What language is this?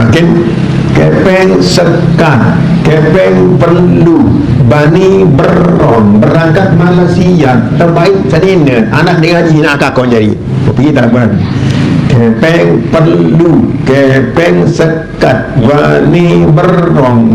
Sasak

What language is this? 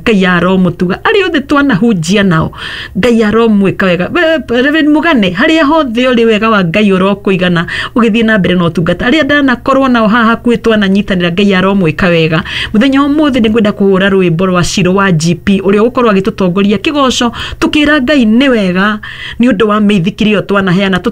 Kikuyu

